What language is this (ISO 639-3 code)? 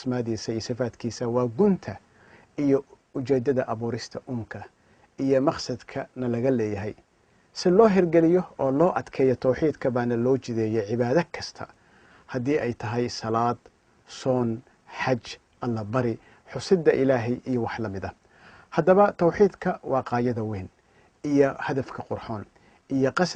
som